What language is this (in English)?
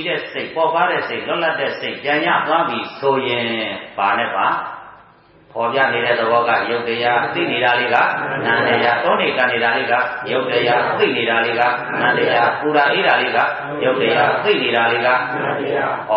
Burmese